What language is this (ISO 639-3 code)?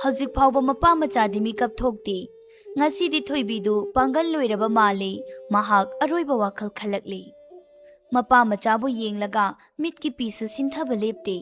mni